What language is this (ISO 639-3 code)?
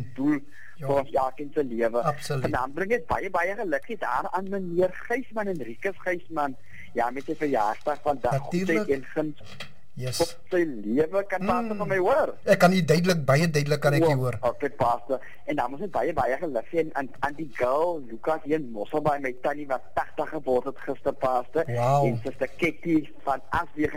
afr